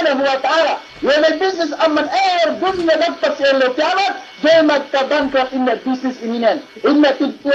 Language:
Yakan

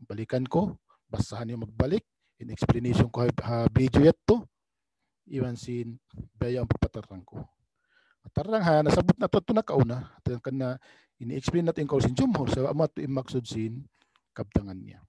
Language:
Tausug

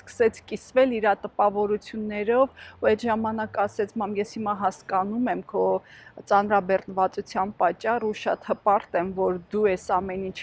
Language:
Armenian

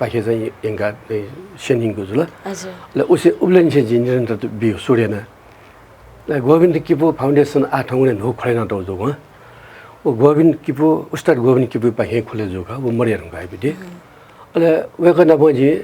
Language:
Newari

